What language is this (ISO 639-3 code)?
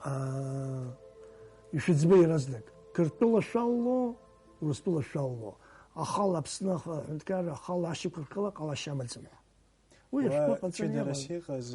abk